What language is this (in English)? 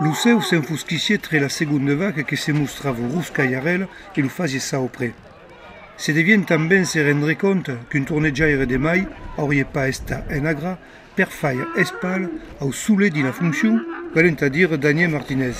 Occitan